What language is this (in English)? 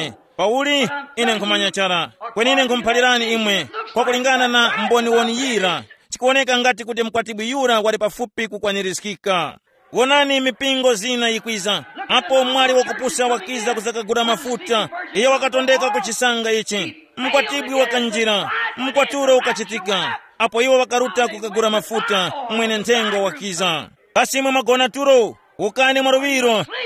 Tumbuka